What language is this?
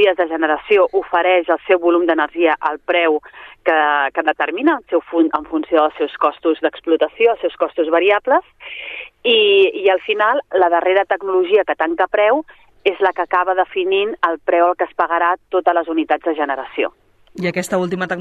Catalan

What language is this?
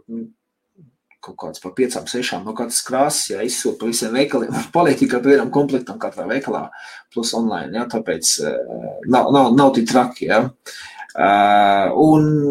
Latvian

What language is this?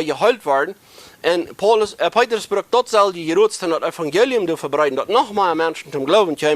Plautdietsch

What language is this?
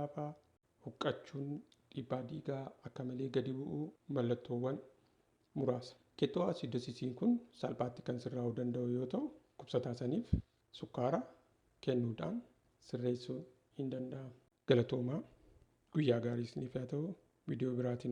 Oromo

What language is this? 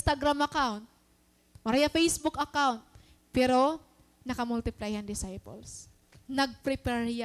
Waray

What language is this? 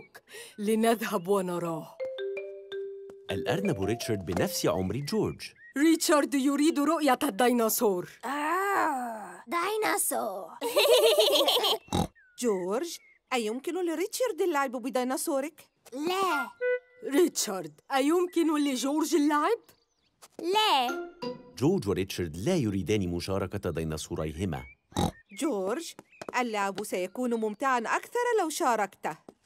Arabic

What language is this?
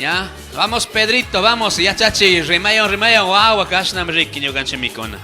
Chimborazo Highland Quichua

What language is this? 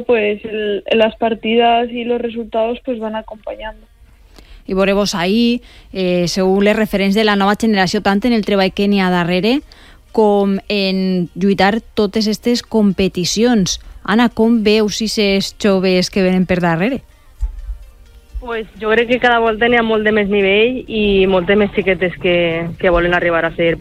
Catalan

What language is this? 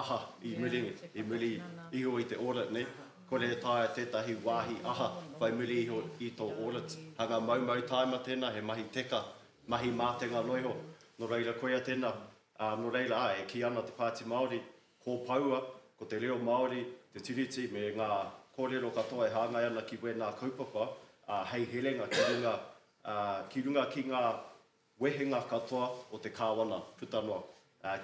Māori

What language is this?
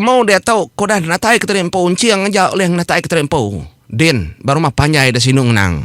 Iban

